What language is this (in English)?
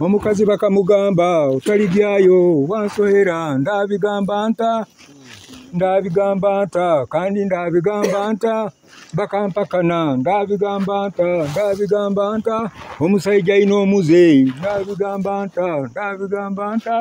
Nyoro